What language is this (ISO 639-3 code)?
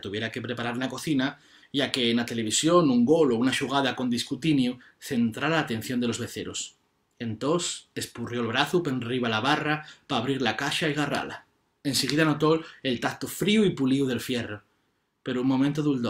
ast